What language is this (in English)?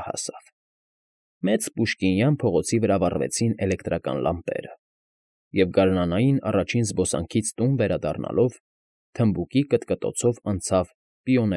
Armenian